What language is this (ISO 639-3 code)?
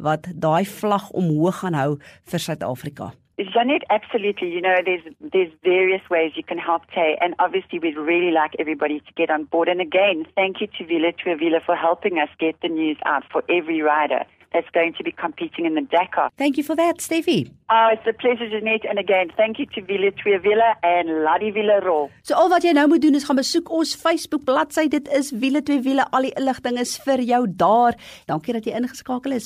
afr